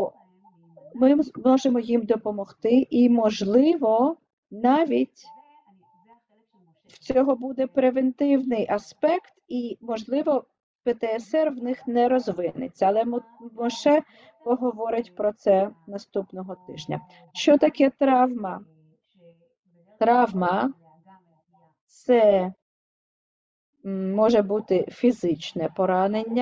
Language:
Ukrainian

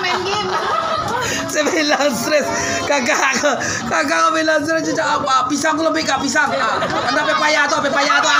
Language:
Minangkabau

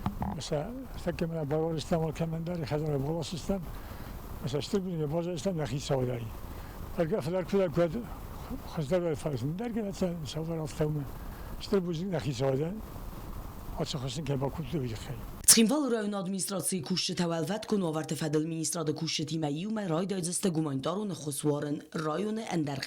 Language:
Ossetic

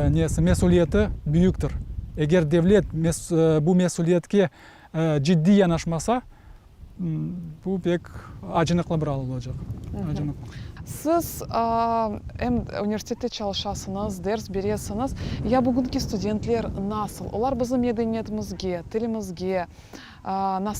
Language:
Crimean Tatar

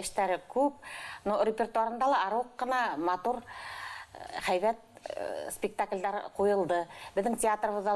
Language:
Bashkir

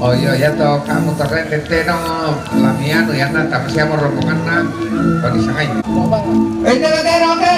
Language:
Toraja-Sa'dan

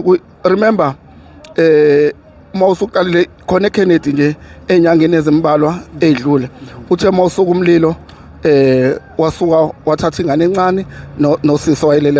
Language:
Zulu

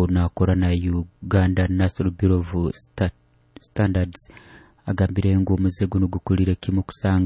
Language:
Nyoro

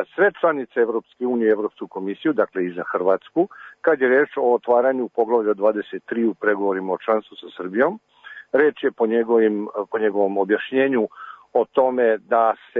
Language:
Serbian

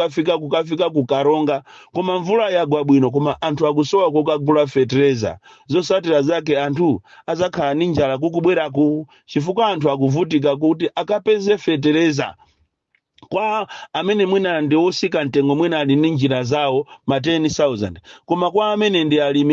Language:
Nyanja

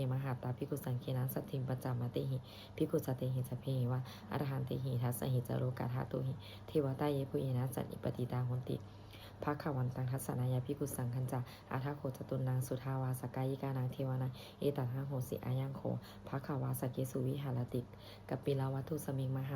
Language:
Pali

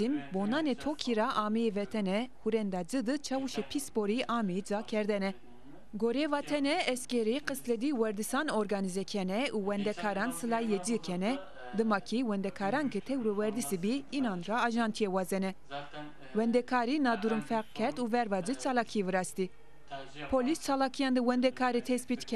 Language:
Zaza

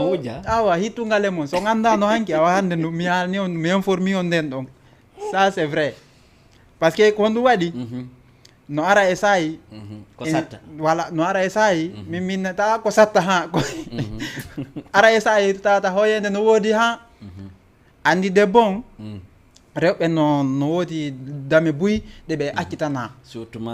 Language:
Fula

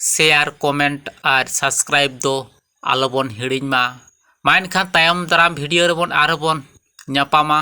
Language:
Santali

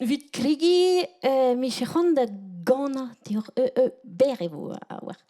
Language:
Breton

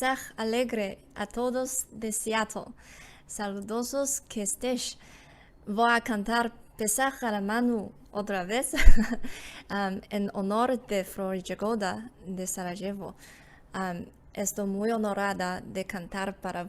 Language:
Ladino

